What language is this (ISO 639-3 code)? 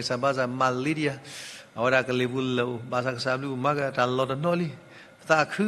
ksw